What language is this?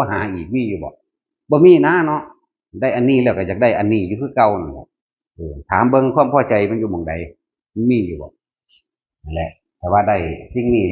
Northeastern Thai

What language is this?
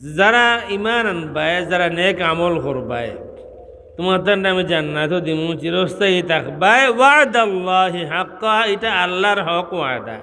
Sylheti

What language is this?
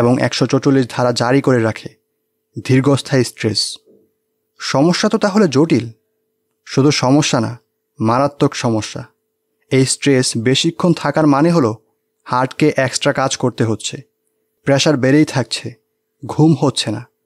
Bangla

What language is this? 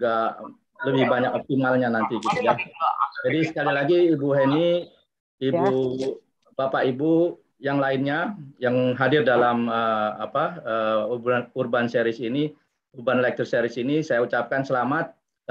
Indonesian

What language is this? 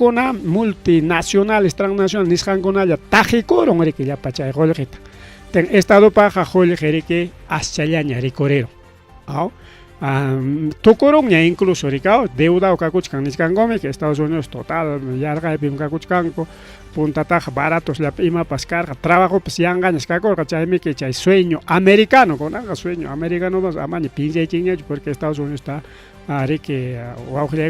Ayacucho Quechua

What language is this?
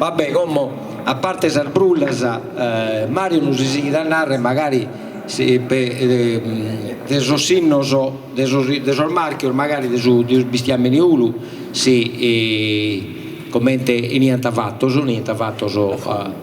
Sardinian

